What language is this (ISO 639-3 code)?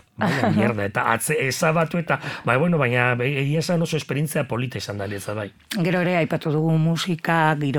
eus